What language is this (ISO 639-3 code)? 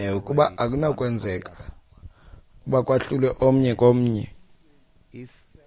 xho